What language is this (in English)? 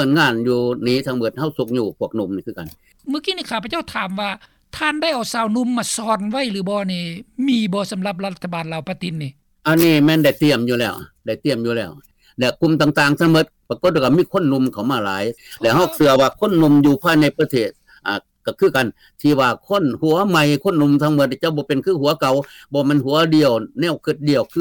Lao